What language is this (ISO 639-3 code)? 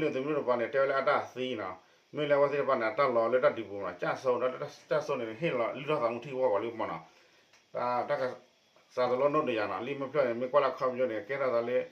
ksw